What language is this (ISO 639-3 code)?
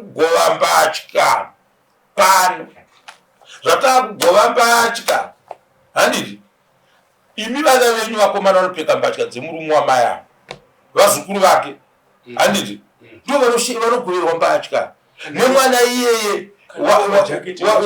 sna